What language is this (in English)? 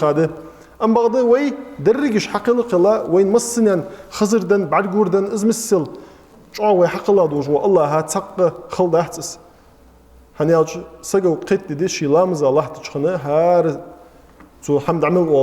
Ingush